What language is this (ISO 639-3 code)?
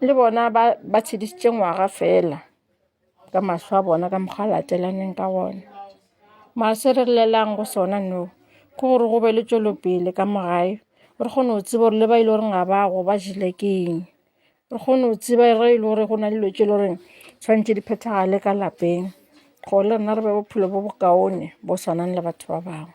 nso